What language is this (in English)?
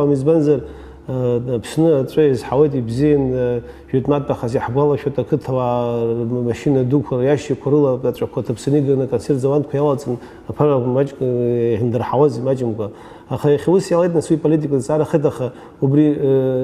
Abkhazian